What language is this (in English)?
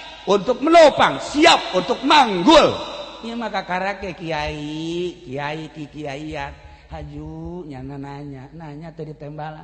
Sundanese